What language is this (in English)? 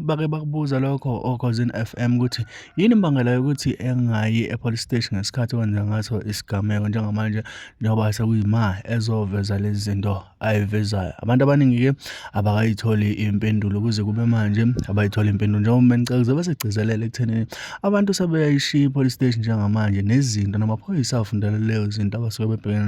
Zulu